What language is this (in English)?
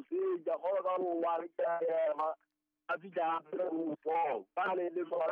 Southern Sotho